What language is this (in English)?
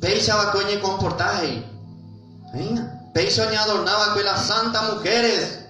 Guarani